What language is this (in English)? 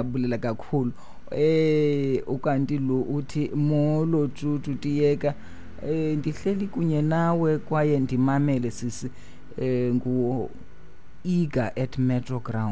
Xhosa